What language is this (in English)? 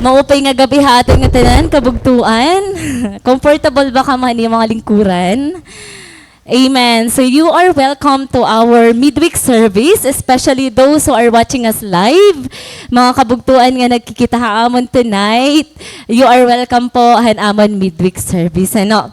Waray